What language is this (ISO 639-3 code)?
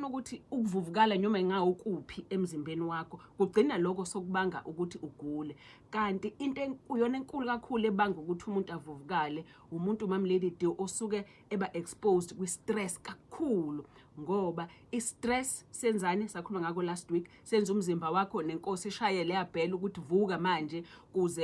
zul